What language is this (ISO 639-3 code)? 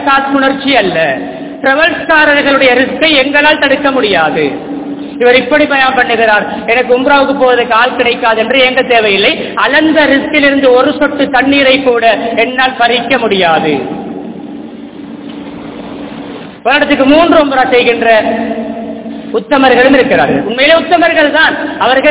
tam